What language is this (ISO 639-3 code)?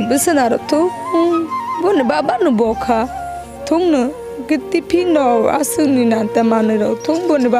trp